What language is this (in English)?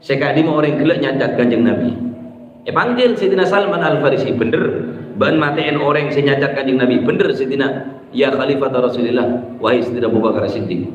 Madurese